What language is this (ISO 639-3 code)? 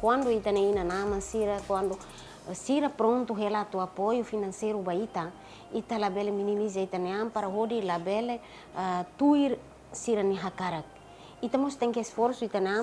tet